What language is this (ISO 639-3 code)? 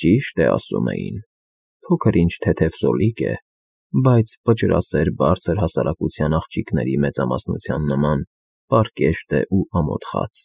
hye